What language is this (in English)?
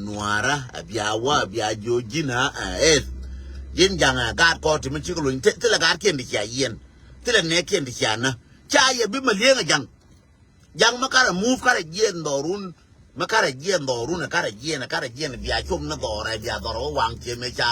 Nuer